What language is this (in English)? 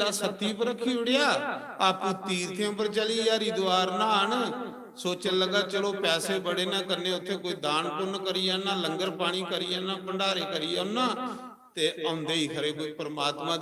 Dogri